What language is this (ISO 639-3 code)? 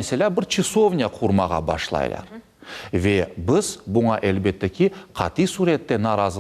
crh